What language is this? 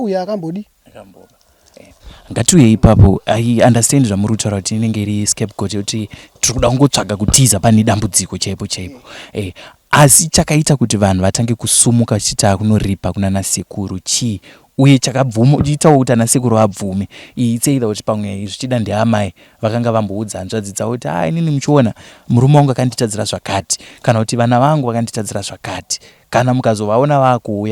Shona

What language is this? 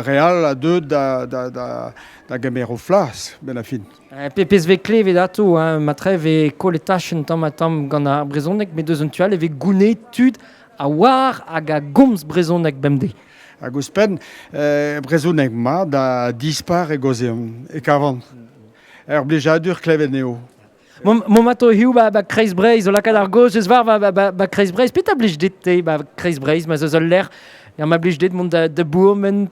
Breton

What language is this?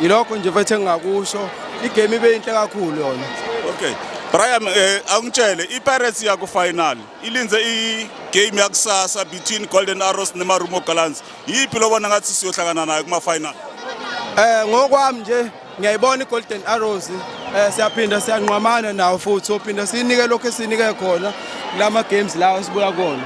Zulu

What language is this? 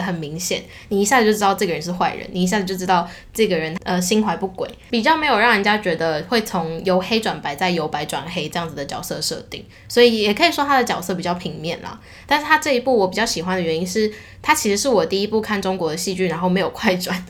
Chinese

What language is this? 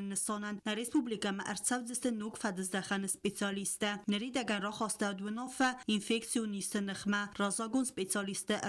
Ossetic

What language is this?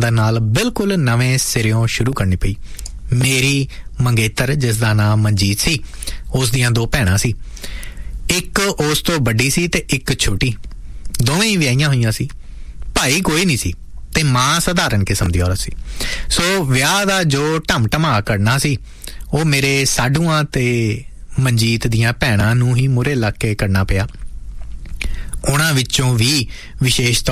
Punjabi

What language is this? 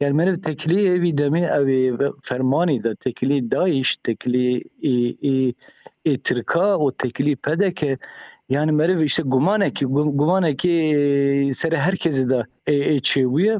Kurdish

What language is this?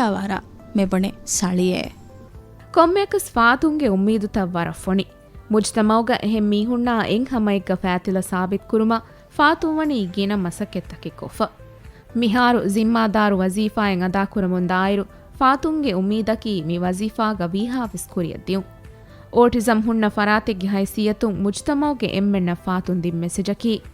Divehi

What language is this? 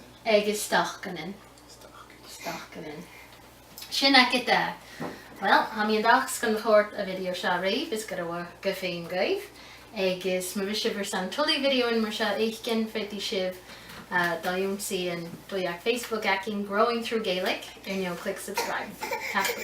Scottish Gaelic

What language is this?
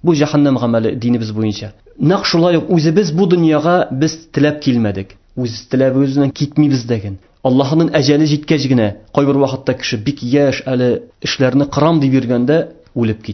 Tatar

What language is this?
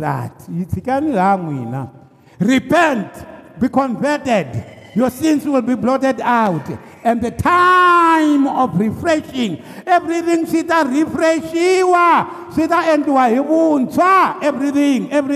Tsonga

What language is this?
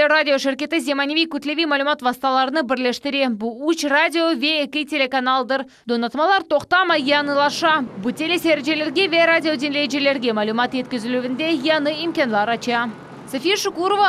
Crimean Tatar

